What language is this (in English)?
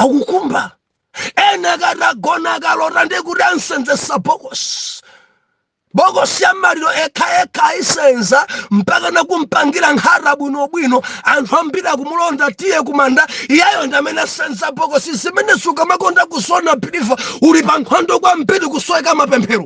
Nyanja